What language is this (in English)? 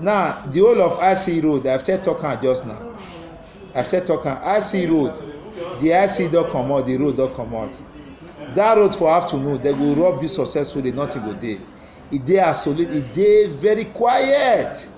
Nigerian Pidgin